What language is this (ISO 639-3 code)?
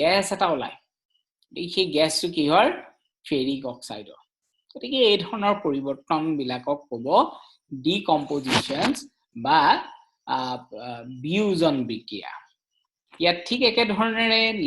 asm